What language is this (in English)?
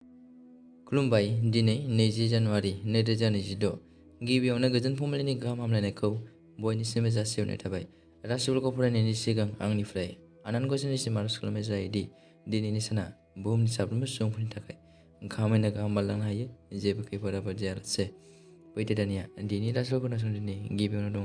Bodo